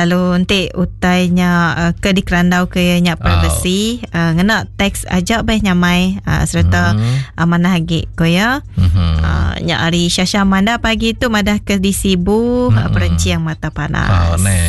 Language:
Iban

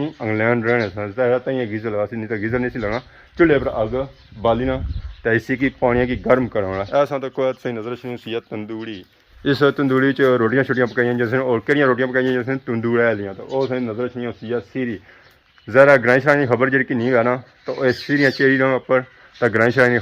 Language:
Pahari-Potwari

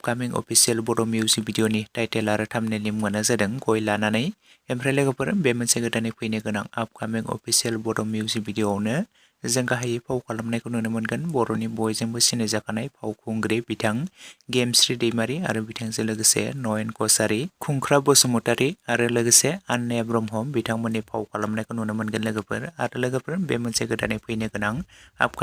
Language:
Bodo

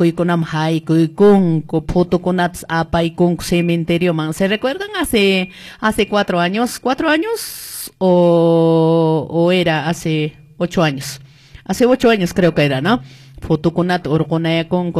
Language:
Quechua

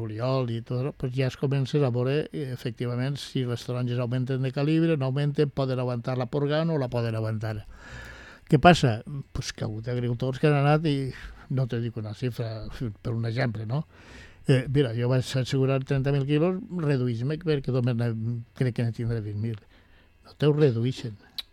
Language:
Catalan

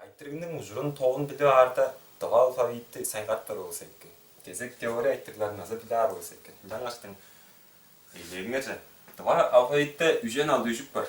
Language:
Tuvinian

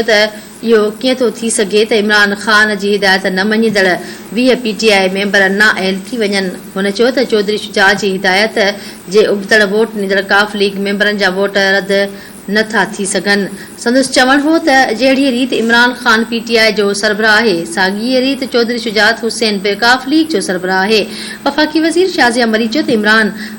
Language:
Sindhi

